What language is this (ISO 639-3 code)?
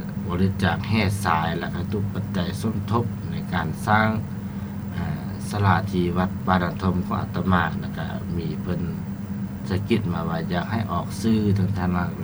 lao